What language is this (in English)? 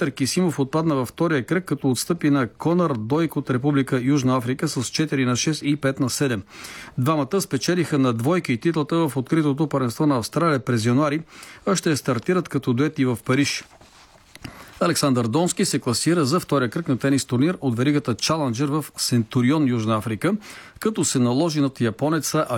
Bulgarian